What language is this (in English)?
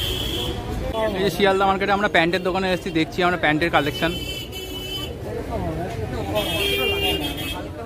Bangla